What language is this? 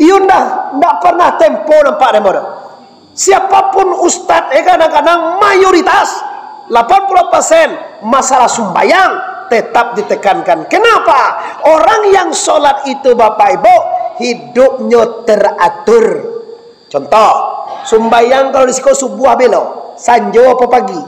Minangkabau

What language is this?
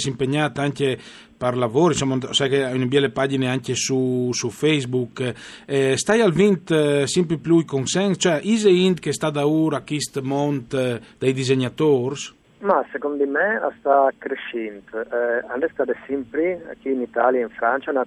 Friulian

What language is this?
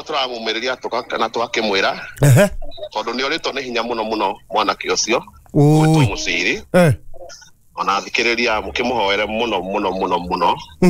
Kikuyu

